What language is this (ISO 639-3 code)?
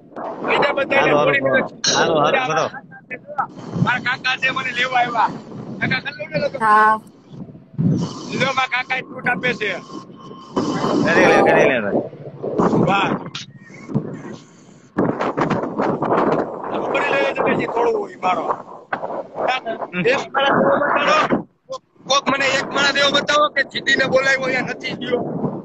guj